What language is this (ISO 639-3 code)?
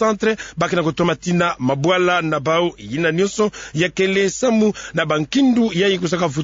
ktu